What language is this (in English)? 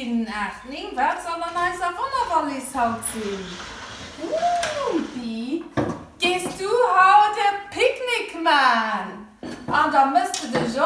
Luxembourgish